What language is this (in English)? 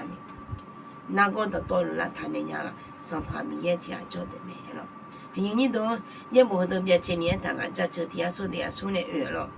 Akha